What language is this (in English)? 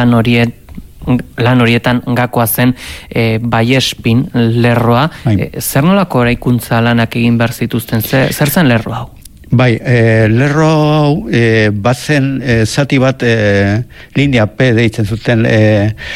Basque